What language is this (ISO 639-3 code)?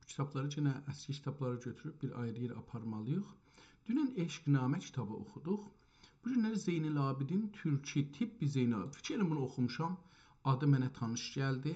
azb